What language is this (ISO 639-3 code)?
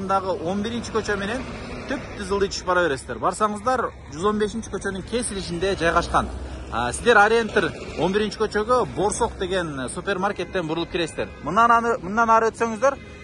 kir